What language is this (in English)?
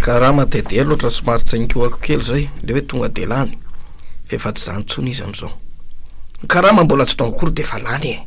Malagasy